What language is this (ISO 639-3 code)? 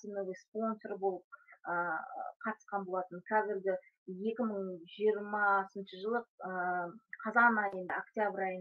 kaz